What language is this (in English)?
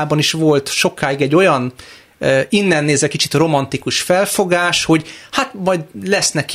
Hungarian